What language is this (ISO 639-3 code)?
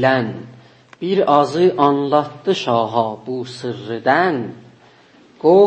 azb